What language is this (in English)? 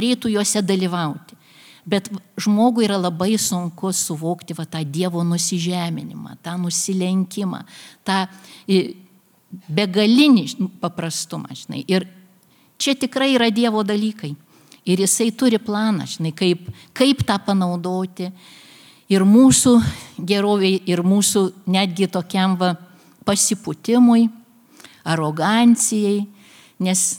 Lithuanian